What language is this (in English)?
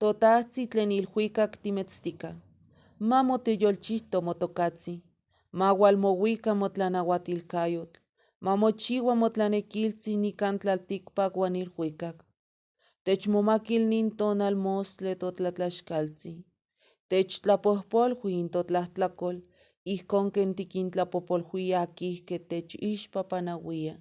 Eastern Huasteca Nahuatl